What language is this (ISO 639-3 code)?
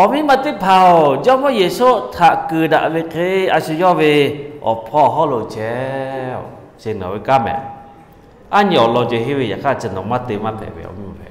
lhu